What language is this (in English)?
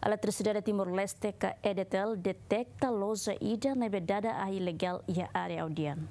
Tetum